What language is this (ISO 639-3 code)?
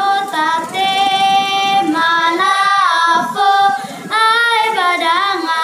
nia